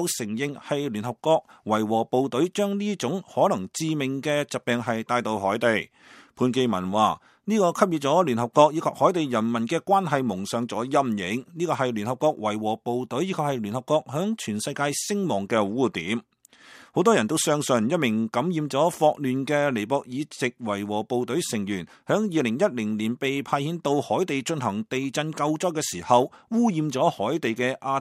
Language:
Cantonese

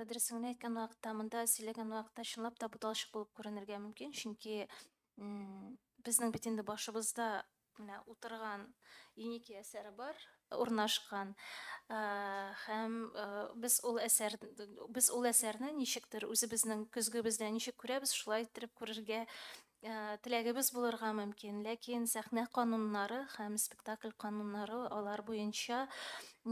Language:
Tatar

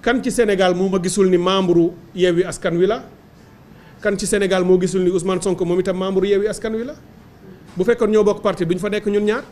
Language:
Wolof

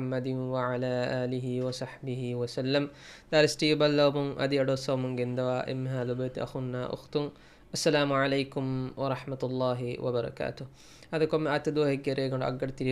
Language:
Divehi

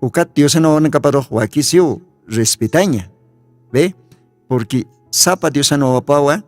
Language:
Aymara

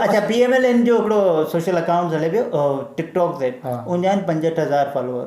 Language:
Sindhi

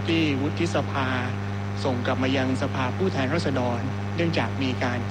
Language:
Thai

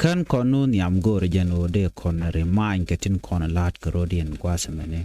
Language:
Nuer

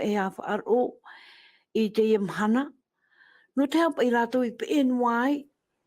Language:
Tahitian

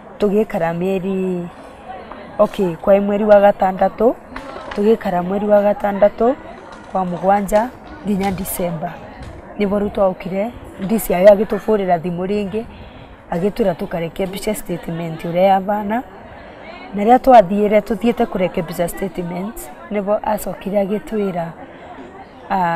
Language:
Meru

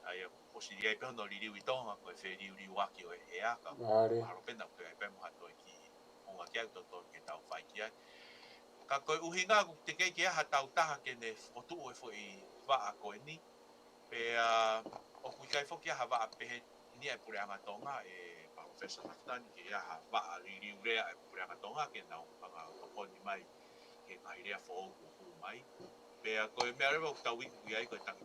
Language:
Tongan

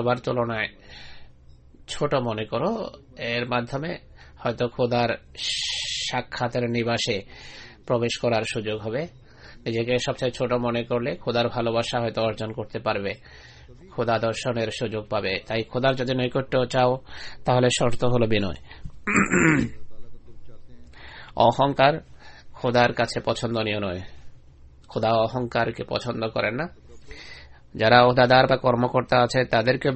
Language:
Bangla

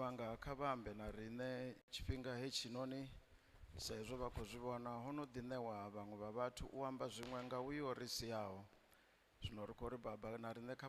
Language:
Venda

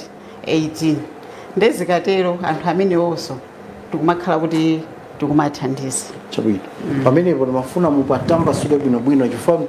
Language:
Nyanja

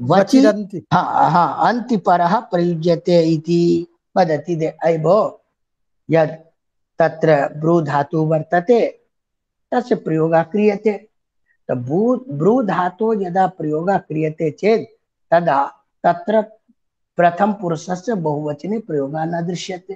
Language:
Sanskrit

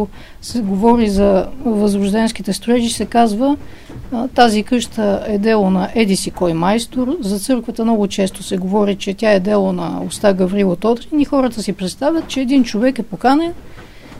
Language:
Bulgarian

